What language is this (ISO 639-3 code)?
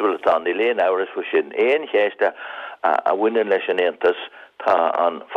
gle